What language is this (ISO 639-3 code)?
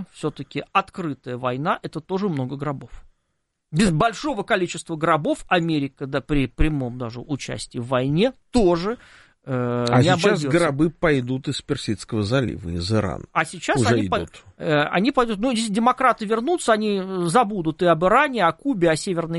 rus